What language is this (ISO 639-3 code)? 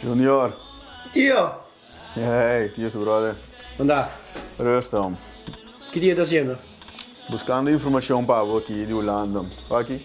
pap